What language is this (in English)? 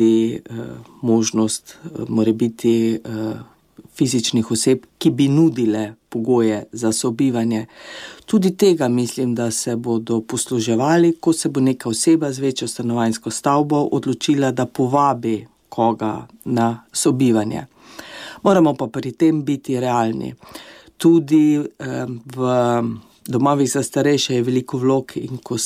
Slovenian